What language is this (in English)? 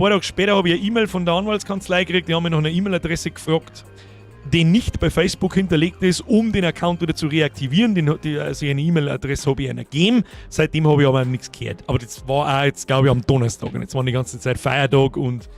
Bavarian